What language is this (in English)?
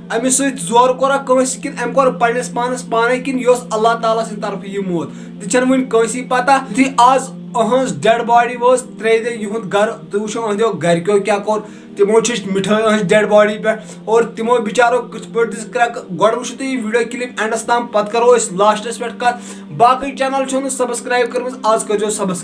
Kashmiri